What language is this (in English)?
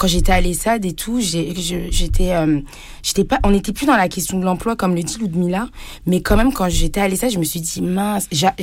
French